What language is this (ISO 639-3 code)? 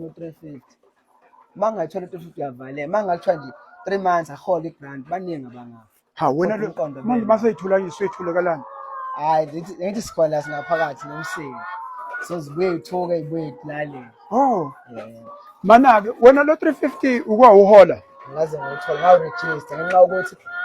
zul